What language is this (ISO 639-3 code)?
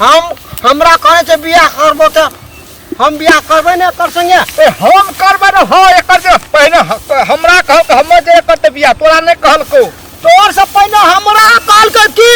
mai